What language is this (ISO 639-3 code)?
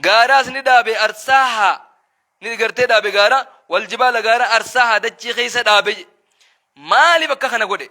orm